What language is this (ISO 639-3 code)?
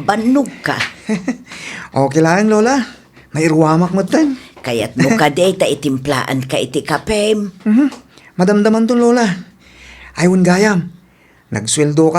ilo